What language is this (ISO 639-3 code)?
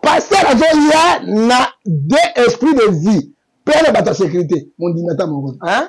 lin